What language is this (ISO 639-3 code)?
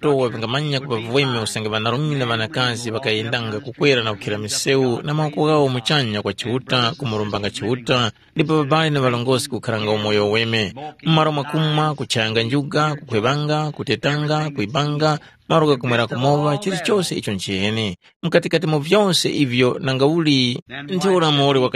tum